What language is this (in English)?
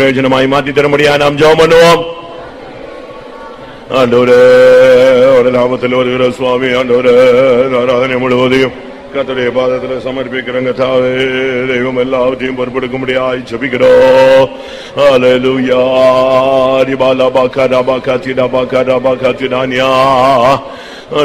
Tamil